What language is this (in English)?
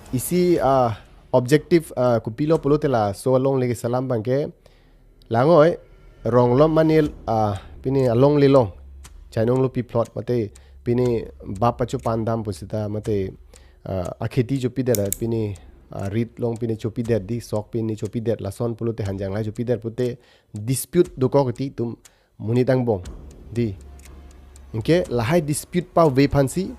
Karbi